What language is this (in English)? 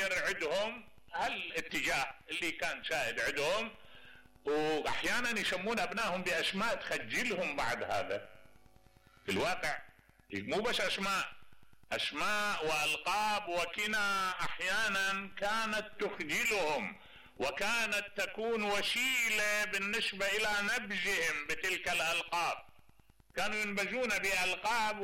Mesopotamian Arabic